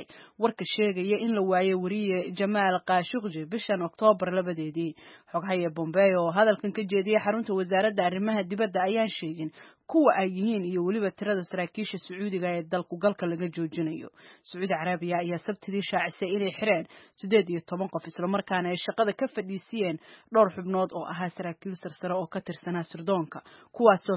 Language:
Somali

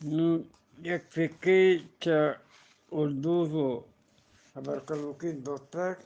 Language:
Eastern Balochi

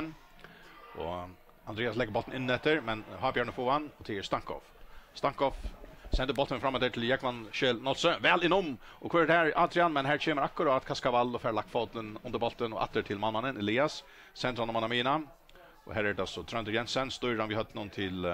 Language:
Faroese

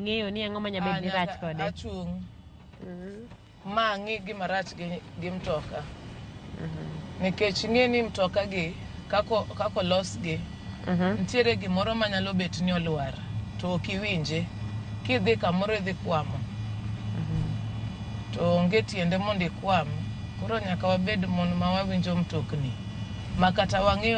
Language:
Luo (Kenya and Tanzania)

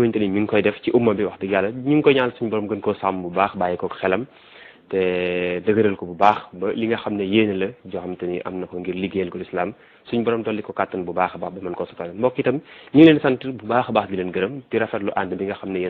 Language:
Wolof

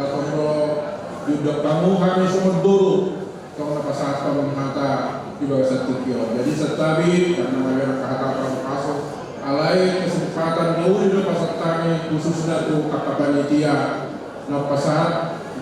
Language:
Batak Toba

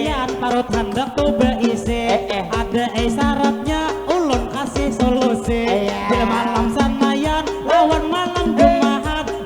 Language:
Banjar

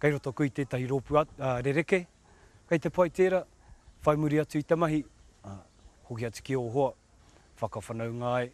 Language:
Māori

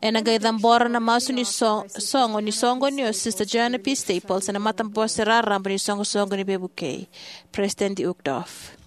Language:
Fijian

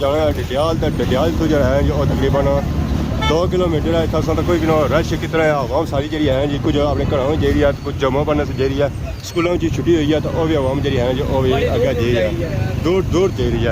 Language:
Pahari-Potwari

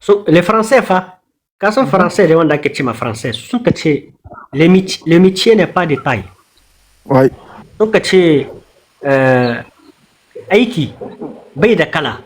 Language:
Hausa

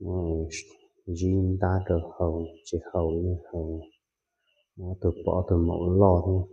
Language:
Hmong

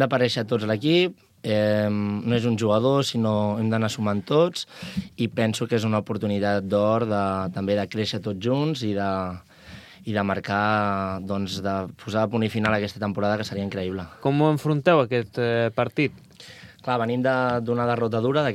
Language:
Catalan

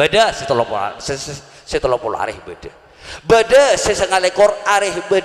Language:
Madurese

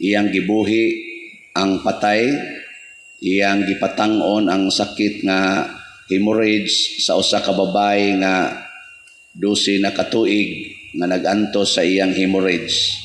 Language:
Cebuano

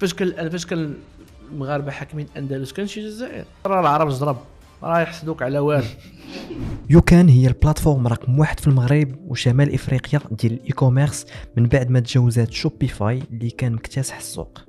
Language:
Moroccan Arabic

